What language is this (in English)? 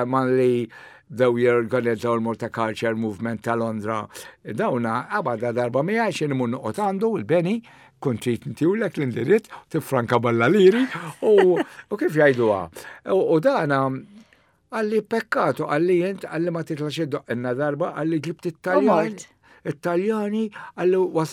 Maltese